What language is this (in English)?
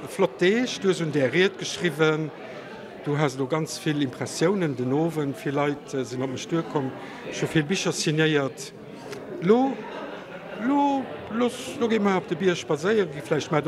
Luxembourgish